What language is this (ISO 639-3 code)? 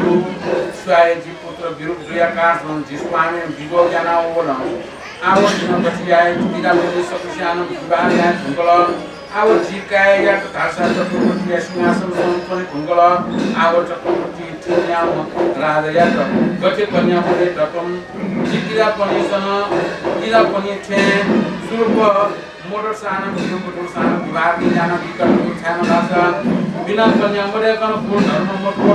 new